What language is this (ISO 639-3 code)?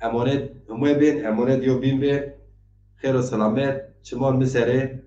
zza